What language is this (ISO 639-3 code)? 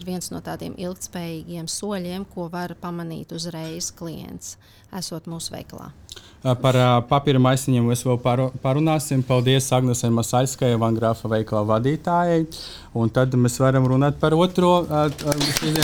lav